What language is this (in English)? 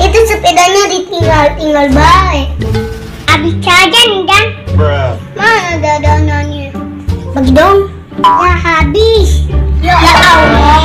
Betawi